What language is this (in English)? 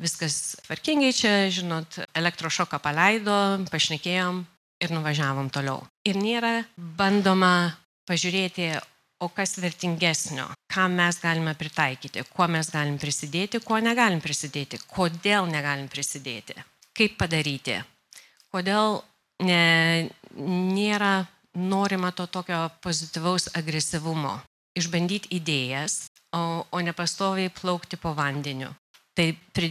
Lithuanian